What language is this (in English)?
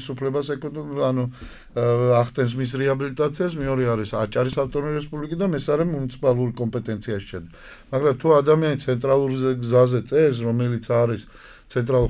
Georgian